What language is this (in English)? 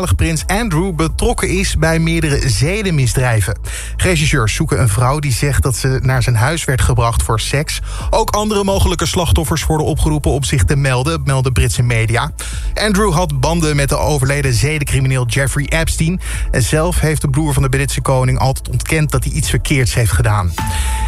Dutch